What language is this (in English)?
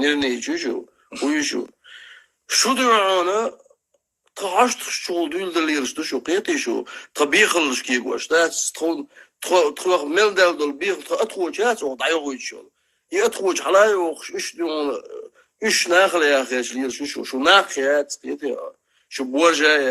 Chechen